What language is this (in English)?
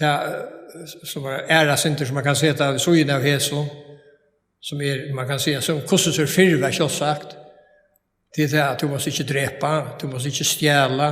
Faroese